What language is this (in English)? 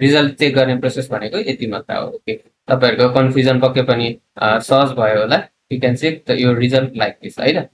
Nepali